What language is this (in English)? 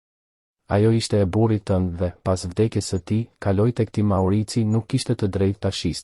Albanian